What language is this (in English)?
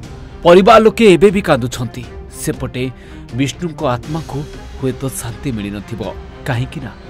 Odia